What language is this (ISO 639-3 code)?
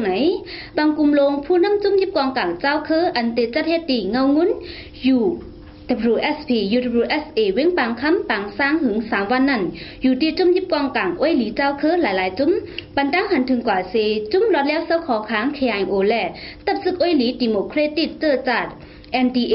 shn